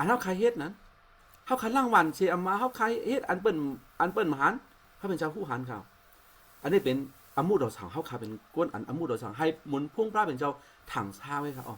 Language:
Shan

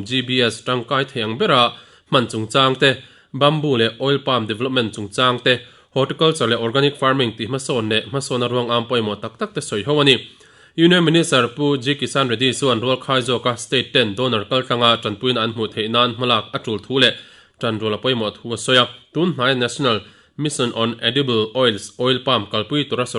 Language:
Mizo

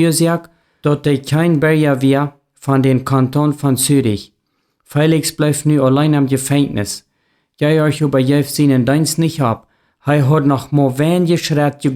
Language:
Plautdietsch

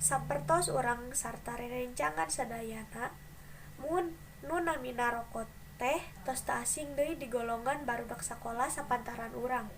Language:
Sundanese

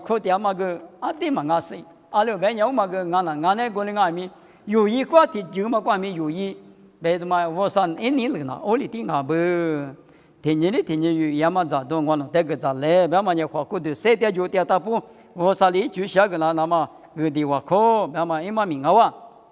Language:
Lisu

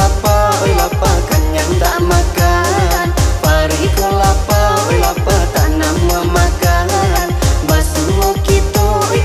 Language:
Minangkabau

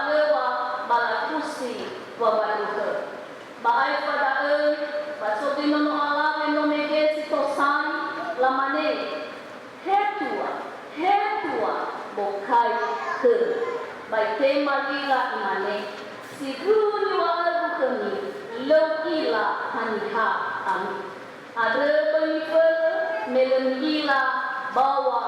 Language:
Nias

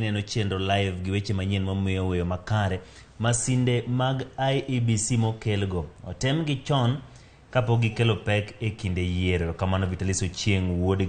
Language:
Luo (Kenya and Tanzania)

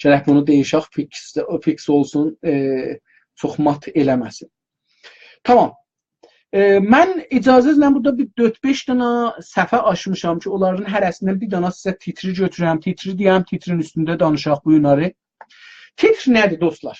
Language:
South Azerbaijani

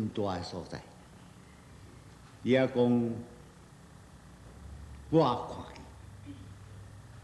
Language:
Min Nan Chinese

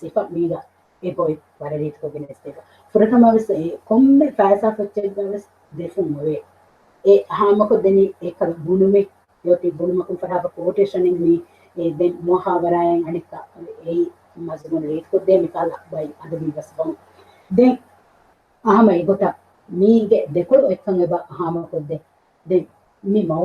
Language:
Divehi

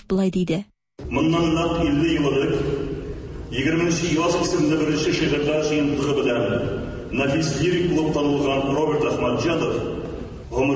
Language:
Tatar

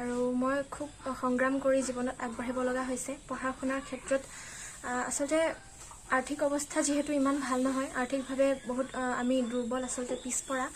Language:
Assamese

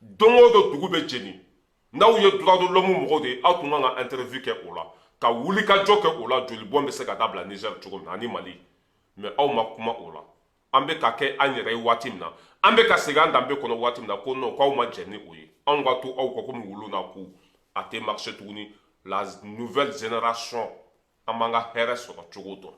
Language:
Bambara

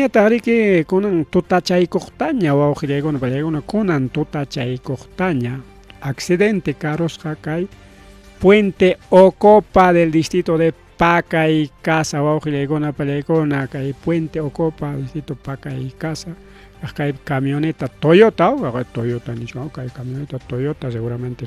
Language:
Ayacucho Quechua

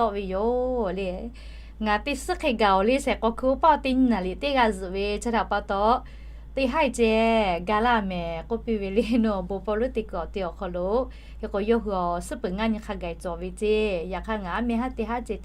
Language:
Lahu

